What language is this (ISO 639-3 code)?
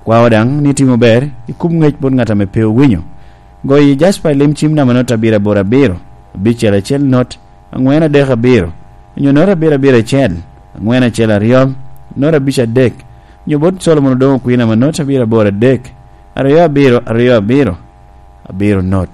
laj